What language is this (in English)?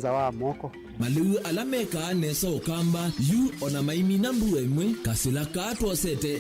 Kamba